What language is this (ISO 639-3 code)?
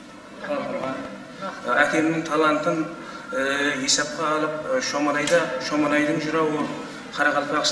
kaa